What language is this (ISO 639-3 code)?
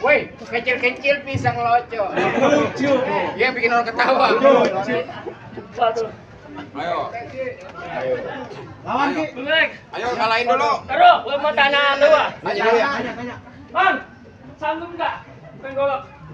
bew